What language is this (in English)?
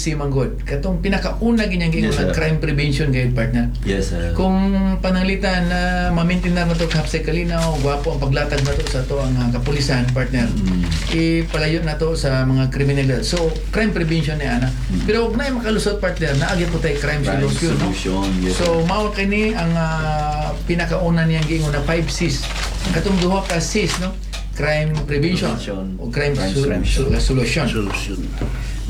Cebuano